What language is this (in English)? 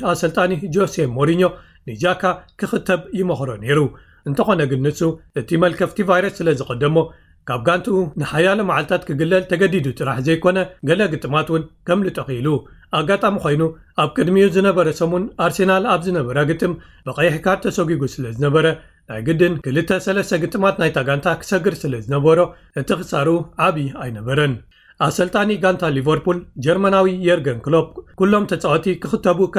Tigrinya